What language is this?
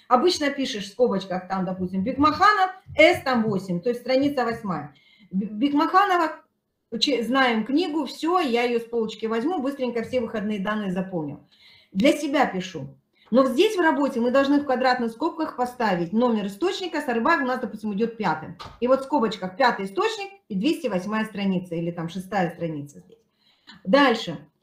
Russian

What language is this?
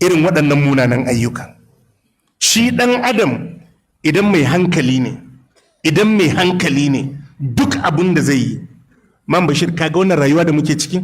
Hausa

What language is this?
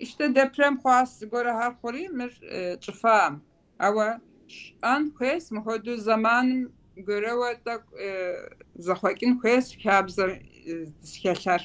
Kabardian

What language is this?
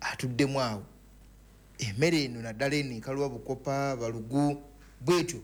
Ganda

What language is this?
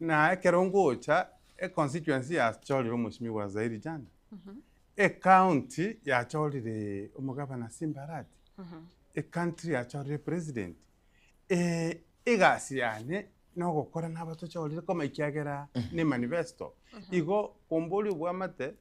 Gusii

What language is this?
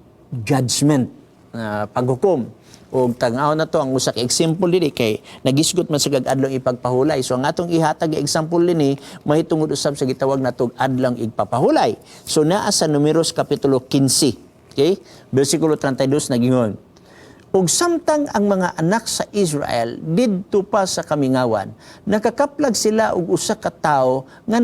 Cebuano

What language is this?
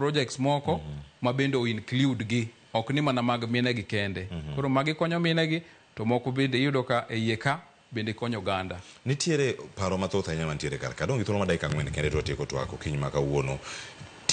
Luo (Kenya and Tanzania)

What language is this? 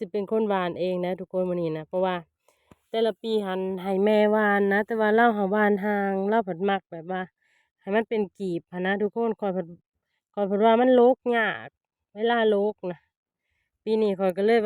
Lao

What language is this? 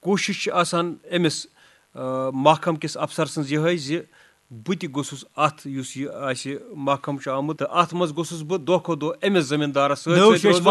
Kashmiri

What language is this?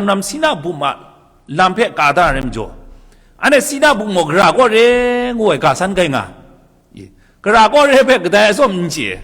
Kachin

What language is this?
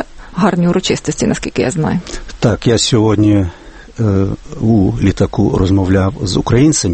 Ukrainian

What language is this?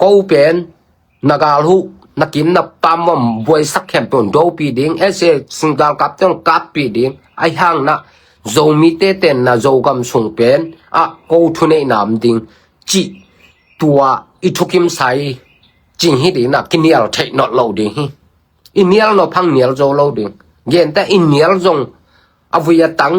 Tedim Chin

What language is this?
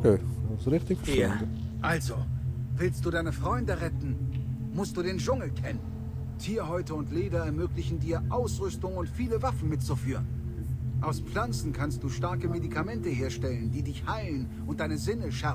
Swiss German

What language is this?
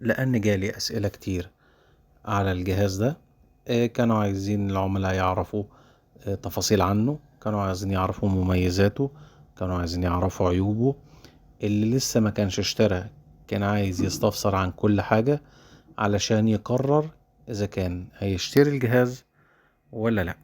Egyptian Arabic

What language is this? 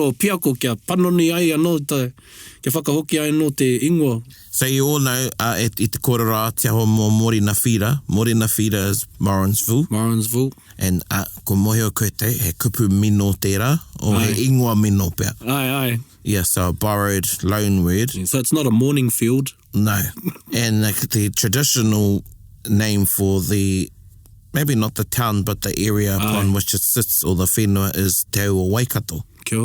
Māori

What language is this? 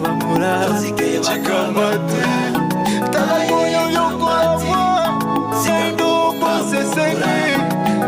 Gusii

